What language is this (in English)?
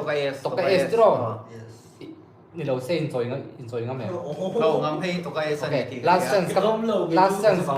Mizo